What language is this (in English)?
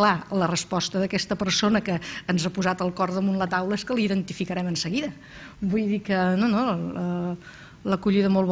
Catalan